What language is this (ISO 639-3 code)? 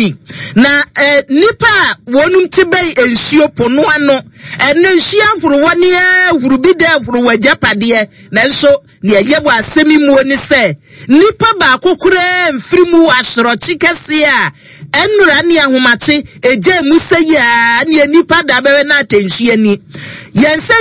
aka